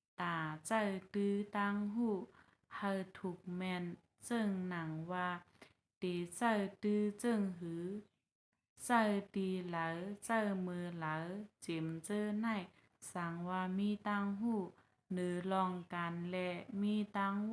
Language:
Shan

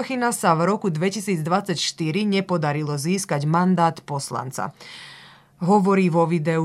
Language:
Slovak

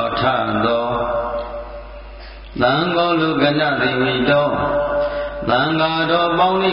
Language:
Burmese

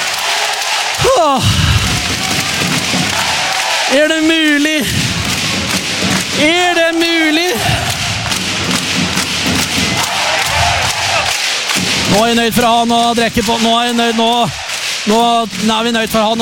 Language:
Norwegian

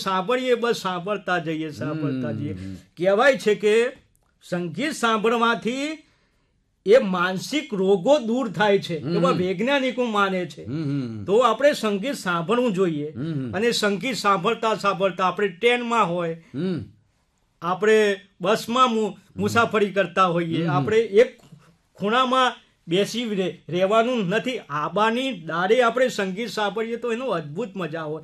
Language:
Gujarati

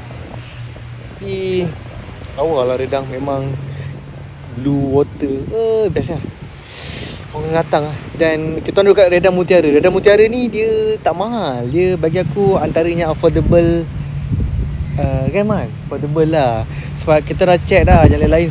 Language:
Malay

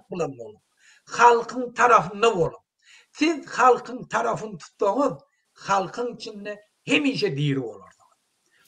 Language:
Turkmen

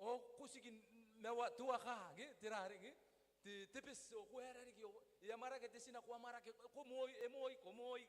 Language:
Gilbertese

